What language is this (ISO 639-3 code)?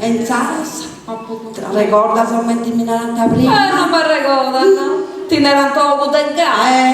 srd